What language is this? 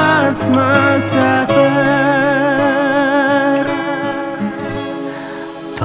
Kazakh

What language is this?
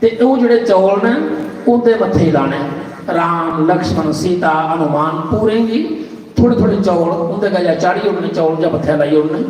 Dogri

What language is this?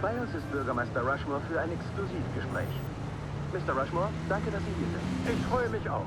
Bavarian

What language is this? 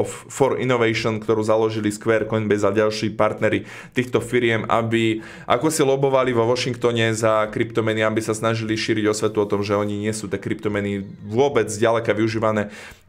Slovak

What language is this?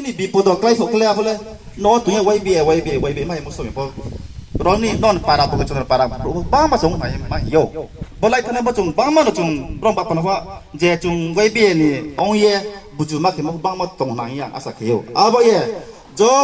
Riang (India)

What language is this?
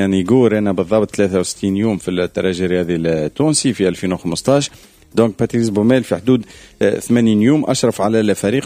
Tunisian Arabic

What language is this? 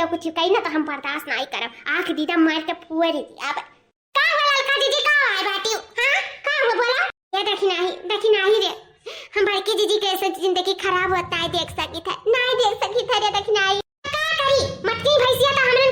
Awadhi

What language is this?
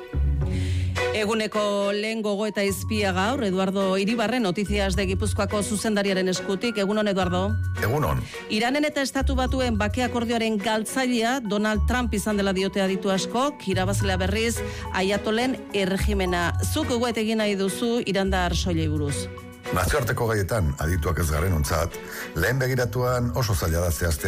Basque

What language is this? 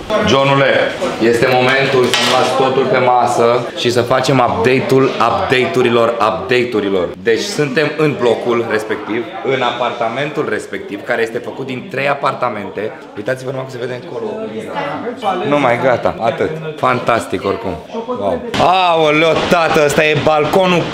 Romanian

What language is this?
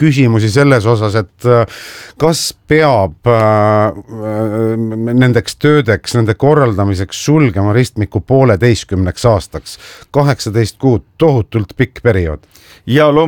Estonian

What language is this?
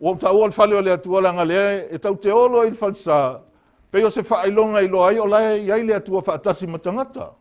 Samoan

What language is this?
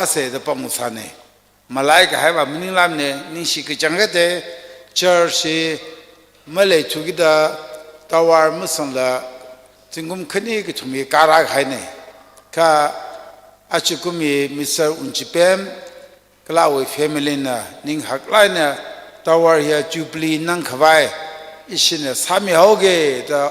Tangkhul Naga (India)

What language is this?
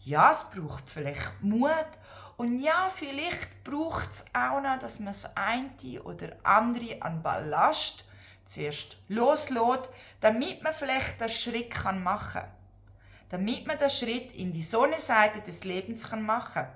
Swiss German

